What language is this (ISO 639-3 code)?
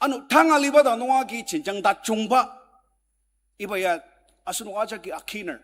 njo